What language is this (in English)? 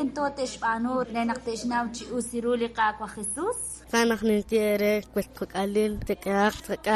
Kekchí